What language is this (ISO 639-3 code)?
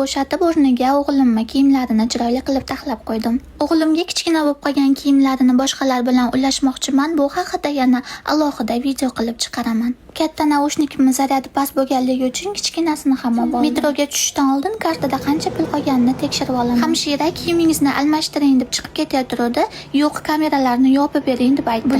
uzb